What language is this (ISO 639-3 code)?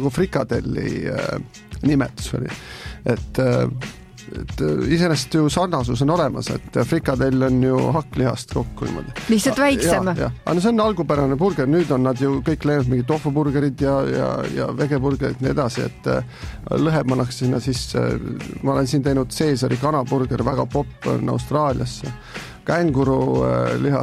est